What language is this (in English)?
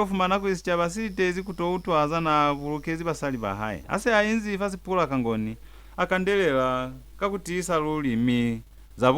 Lozi